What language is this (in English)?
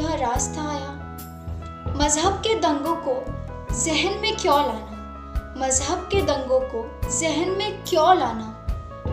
Hindi